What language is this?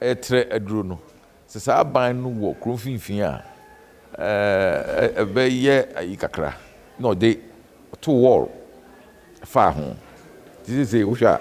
Akan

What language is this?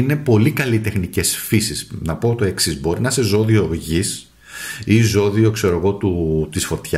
Greek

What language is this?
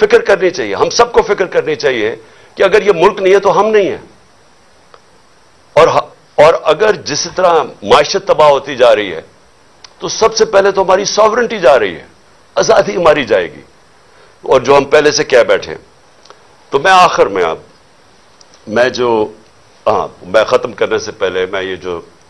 Urdu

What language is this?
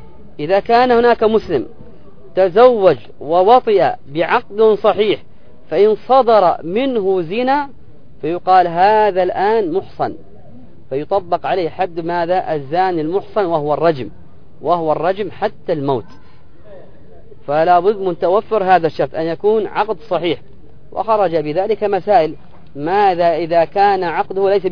Arabic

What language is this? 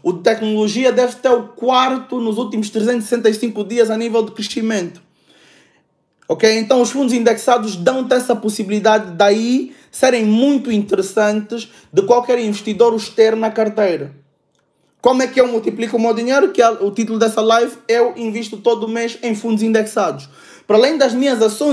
Portuguese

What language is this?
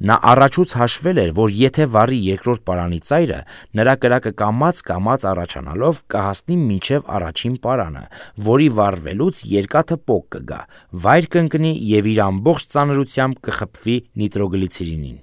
Armenian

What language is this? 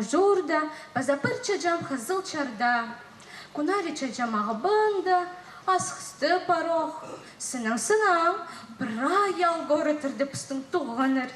Khakas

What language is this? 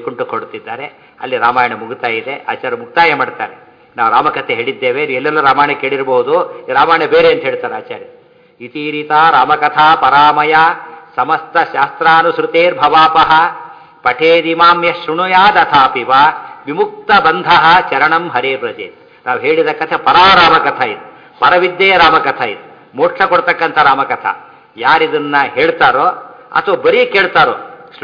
Kannada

